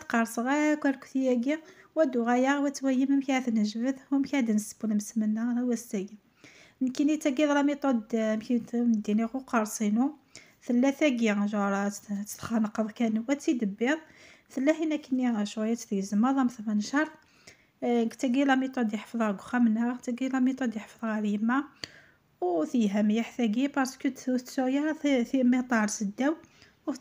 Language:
Kabyle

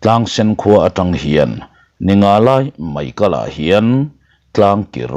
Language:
Mizo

